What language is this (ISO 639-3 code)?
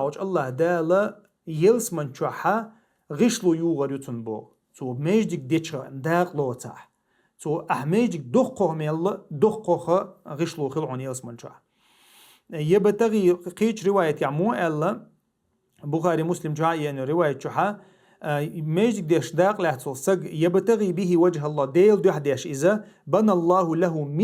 che